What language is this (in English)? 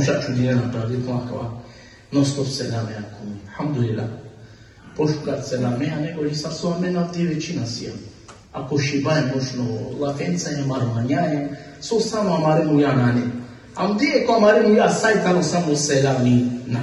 Balkan Romani